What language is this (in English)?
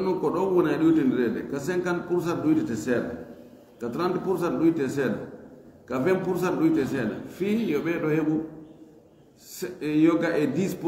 Fula